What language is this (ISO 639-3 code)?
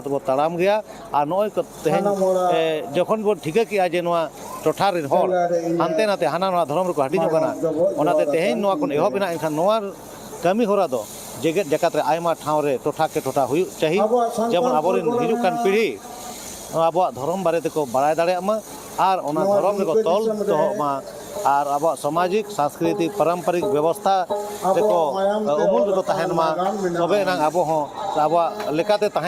sat